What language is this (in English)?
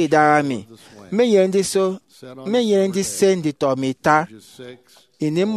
Efik